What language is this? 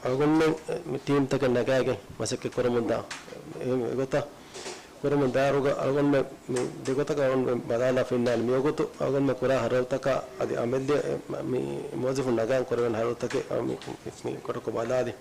Divehi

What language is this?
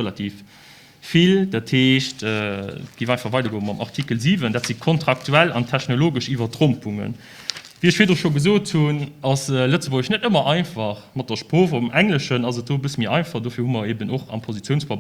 Luxembourgish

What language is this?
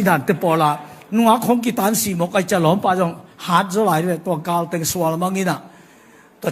Tedim Chin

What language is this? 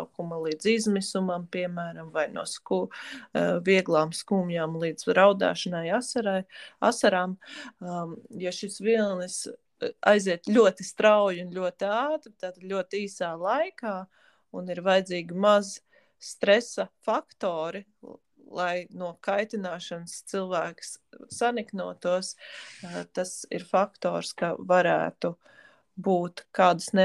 Latvian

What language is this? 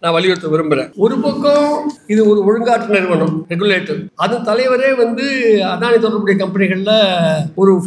Tamil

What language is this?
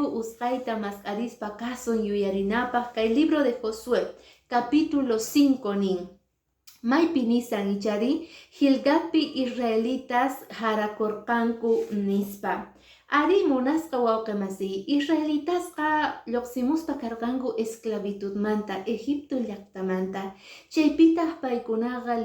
Quechua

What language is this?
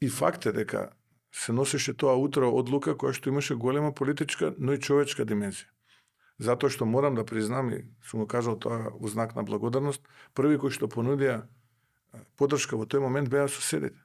Macedonian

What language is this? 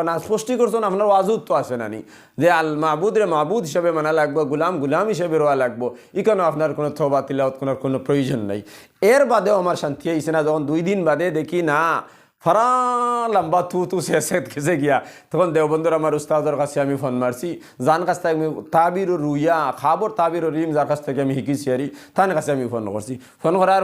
Sylheti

